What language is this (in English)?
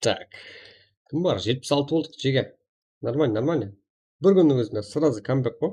Kara-Kalpak